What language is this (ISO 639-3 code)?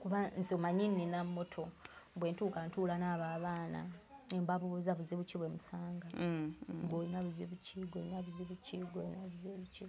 lug